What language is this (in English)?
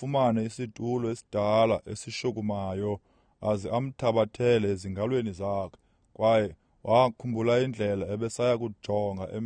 Xhosa